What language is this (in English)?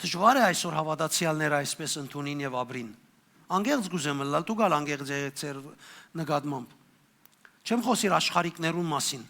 Western Armenian